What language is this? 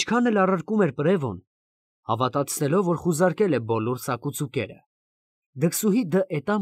Armenian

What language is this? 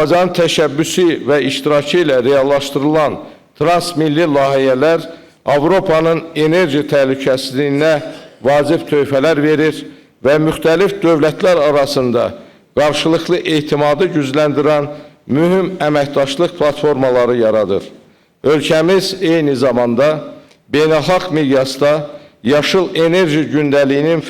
Azerbaijani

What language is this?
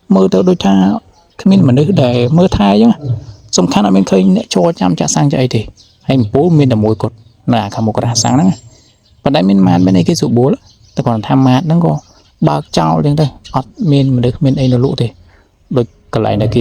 Khmer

